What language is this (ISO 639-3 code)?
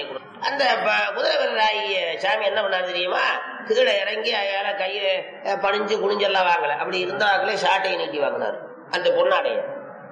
tam